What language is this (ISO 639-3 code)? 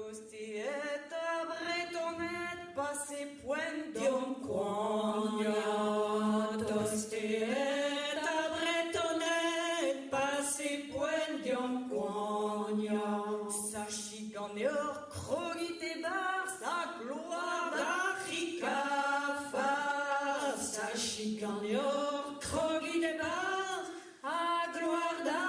bre